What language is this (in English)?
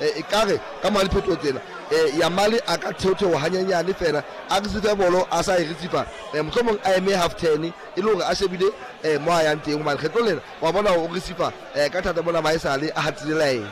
Southern Sotho